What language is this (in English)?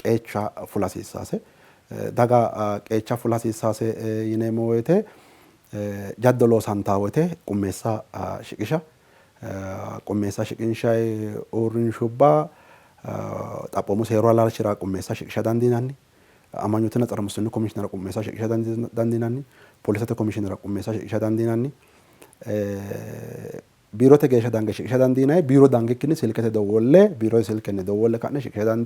Sidamo